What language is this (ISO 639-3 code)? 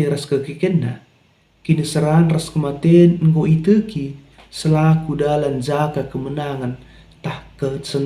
btx